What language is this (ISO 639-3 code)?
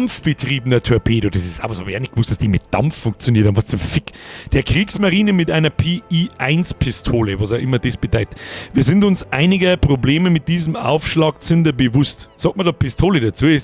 bar